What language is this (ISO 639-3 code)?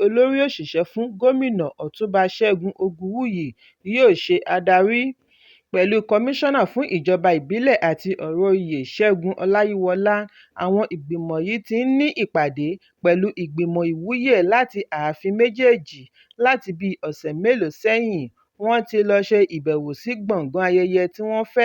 yor